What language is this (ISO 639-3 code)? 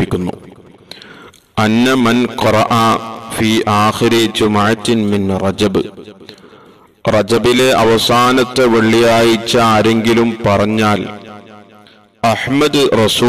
mal